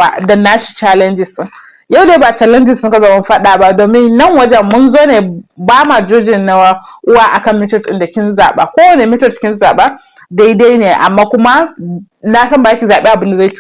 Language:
Hausa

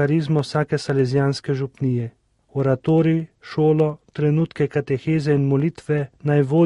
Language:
Slovenian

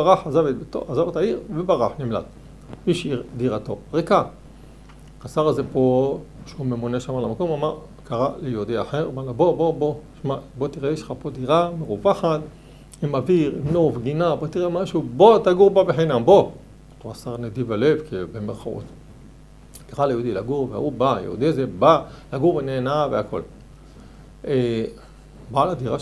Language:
Hebrew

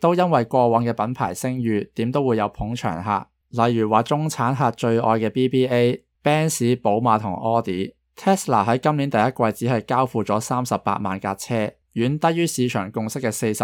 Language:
Cantonese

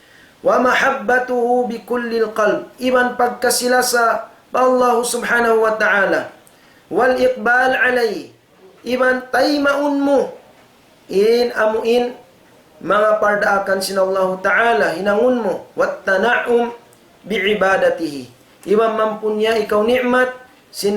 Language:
Tausug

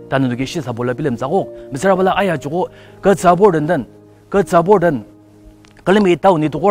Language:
Ao Naga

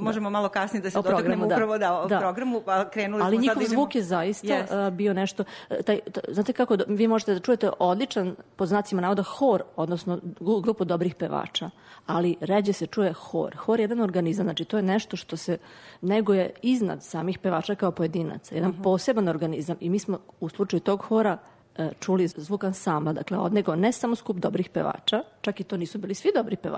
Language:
Serbian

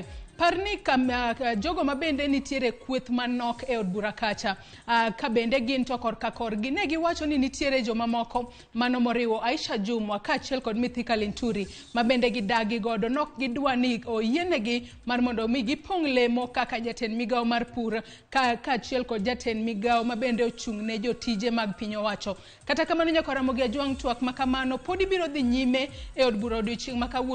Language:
Luo (Kenya and Tanzania)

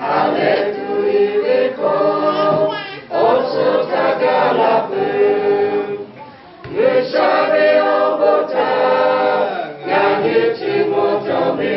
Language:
Lahu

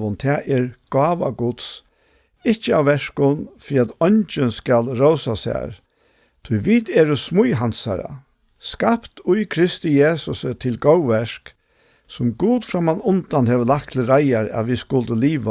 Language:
Faroese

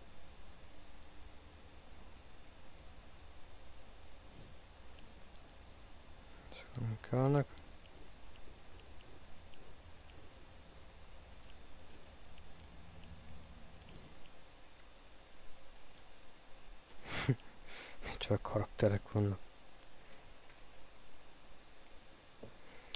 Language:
Hungarian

